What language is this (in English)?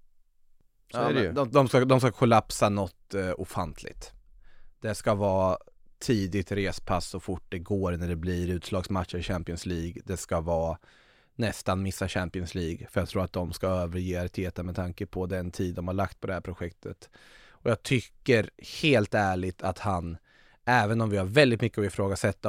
Swedish